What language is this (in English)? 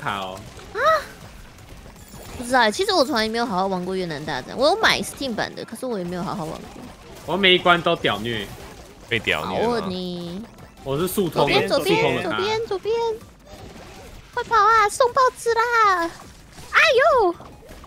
Chinese